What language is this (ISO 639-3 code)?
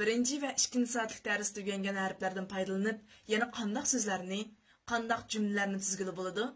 uig